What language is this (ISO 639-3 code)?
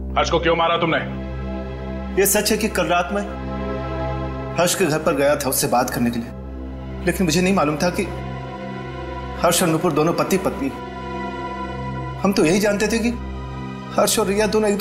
hin